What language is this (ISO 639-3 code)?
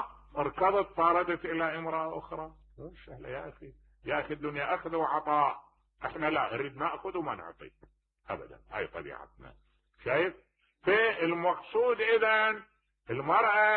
acm